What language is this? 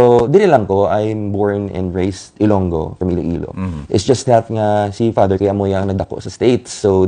Hiligaynon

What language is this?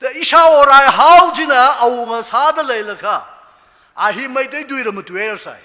Tangkhul Naga (India)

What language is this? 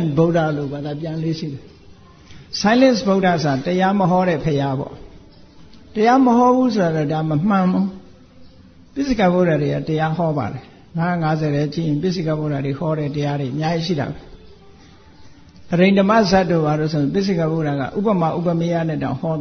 Burmese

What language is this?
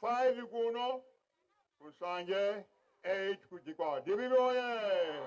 Nyanja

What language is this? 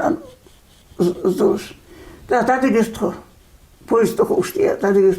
Ingush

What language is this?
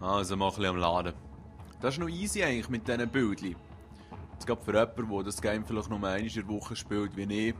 Swiss German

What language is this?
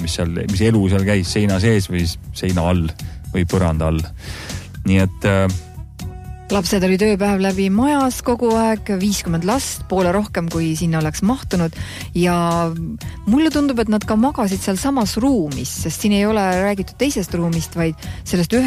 Estonian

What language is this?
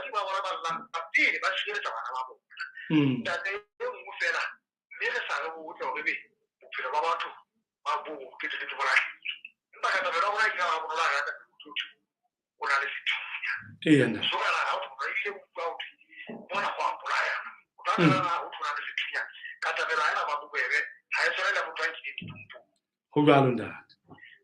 Southern Sotho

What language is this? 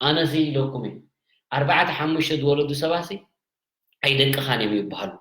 Tigrinya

